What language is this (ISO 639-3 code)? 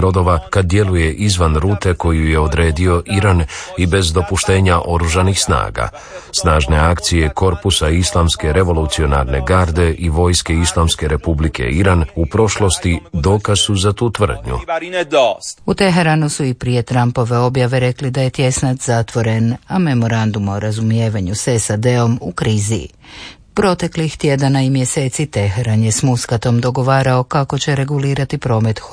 hrv